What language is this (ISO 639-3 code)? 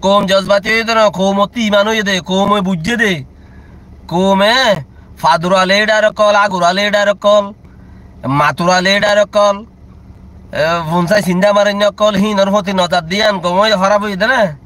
rhg